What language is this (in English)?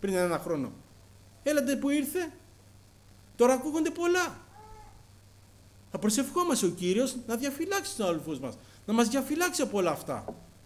Greek